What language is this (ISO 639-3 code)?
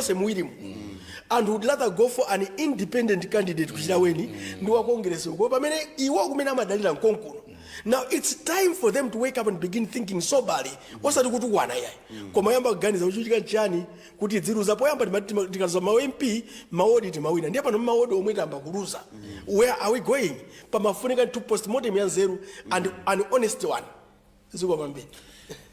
nya